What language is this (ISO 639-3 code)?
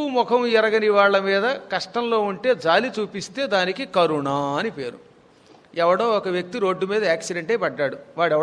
tel